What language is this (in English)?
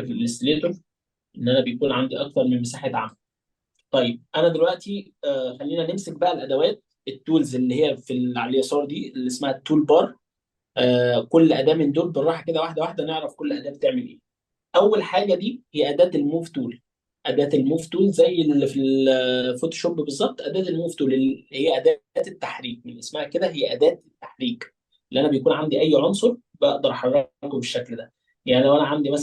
Egyptian Arabic